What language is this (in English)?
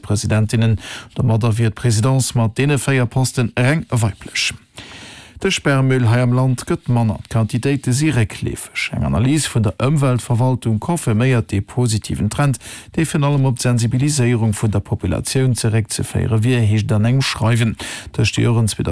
Luxembourgish